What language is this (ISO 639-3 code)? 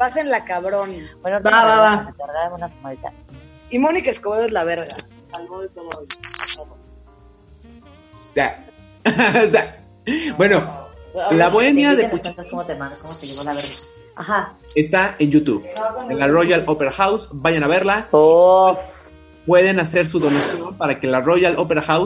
spa